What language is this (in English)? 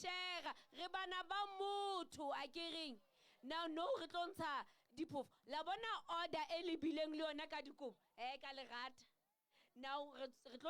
Southern Sotho